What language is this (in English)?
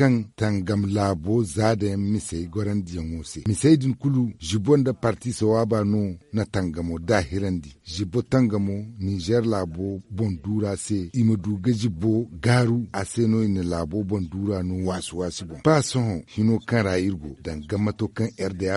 Zarma